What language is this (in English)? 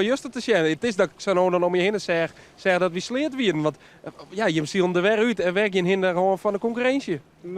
Western Frisian